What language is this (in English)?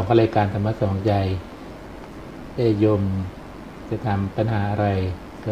Thai